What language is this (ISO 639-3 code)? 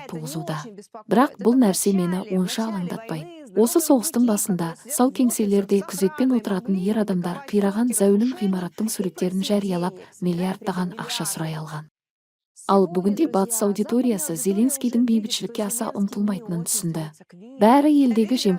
kaz